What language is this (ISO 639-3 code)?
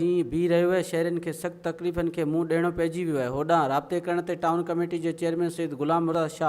snd